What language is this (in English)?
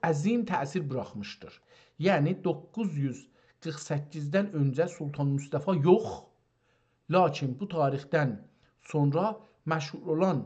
South Azerbaijani